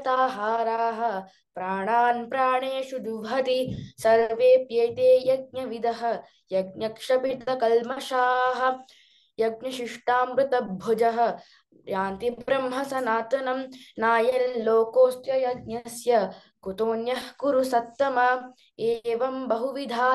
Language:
Sanskrit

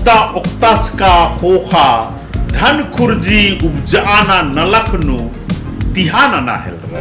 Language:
Kurukh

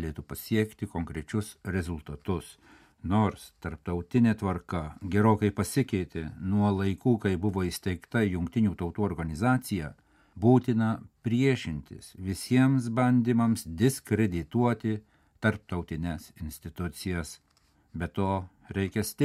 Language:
Lithuanian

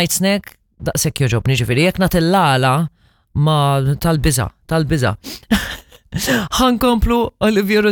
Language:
Maltese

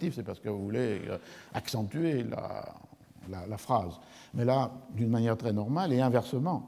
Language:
French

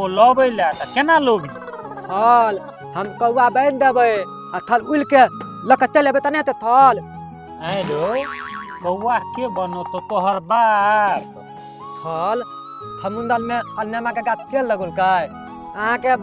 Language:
Maithili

